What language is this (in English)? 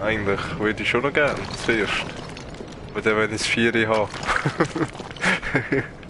Swiss German